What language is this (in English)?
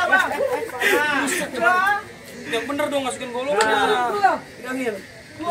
Betawi